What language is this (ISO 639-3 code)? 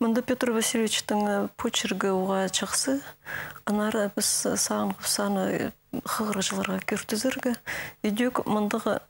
kjh